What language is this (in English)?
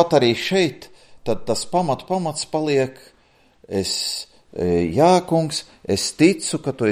Latvian